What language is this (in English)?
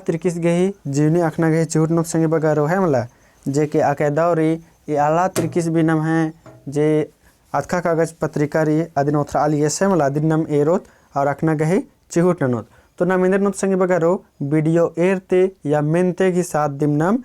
Kurukh